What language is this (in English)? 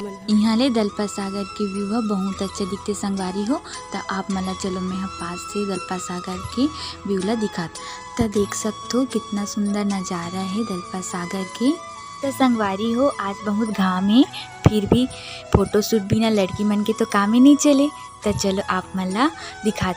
Chhattisgarhi